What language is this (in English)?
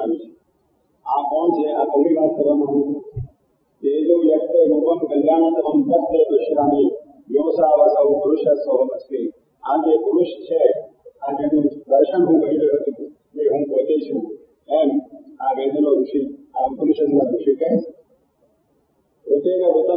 Gujarati